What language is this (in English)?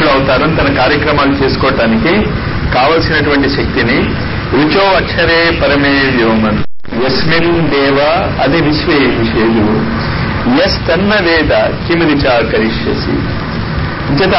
Telugu